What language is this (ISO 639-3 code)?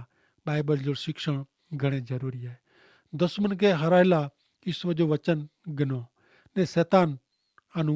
kfr